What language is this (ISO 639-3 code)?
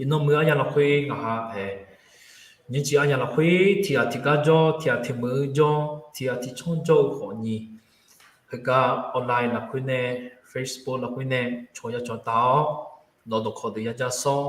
ahk